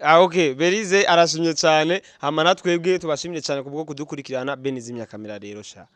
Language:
Rundi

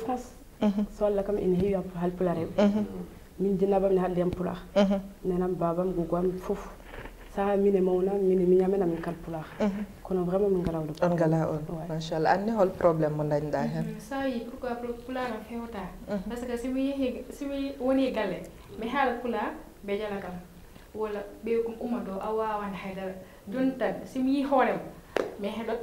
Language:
Fula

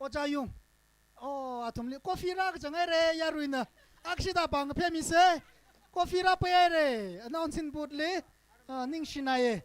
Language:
Tangkhul Naga (India)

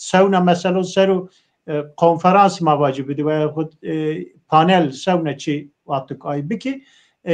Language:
Zaza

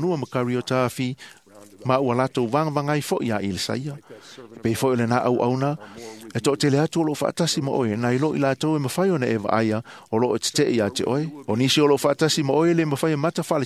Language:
Samoan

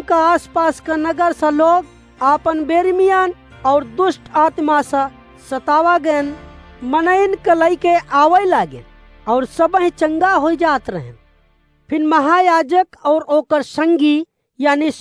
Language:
Awadhi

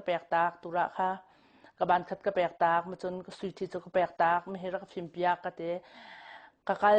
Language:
Hakha Chin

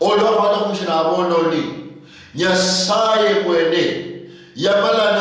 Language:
Luyia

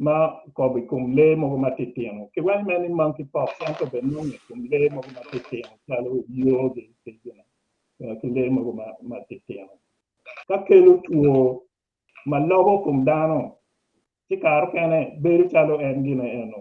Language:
Acoli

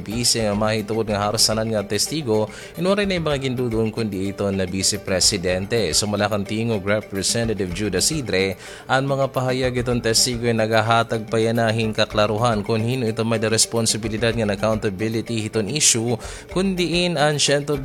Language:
Waray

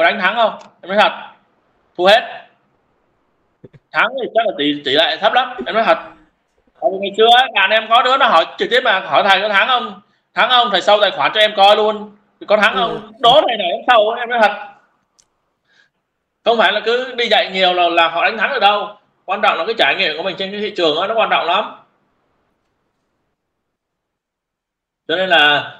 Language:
Vietnamese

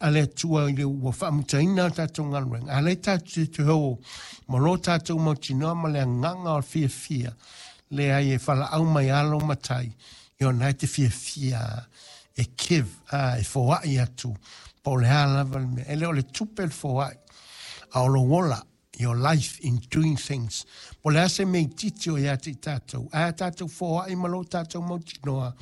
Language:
Samoan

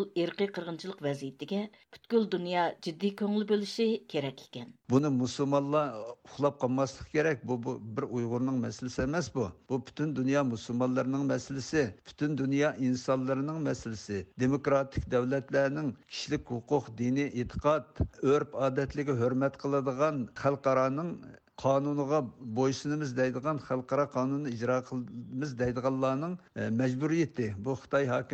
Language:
Uyghur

